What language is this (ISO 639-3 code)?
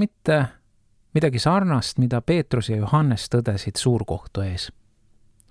est